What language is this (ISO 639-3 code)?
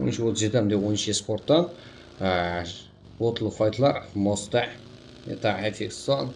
kaa